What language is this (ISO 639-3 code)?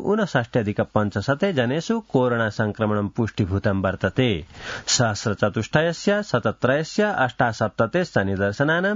san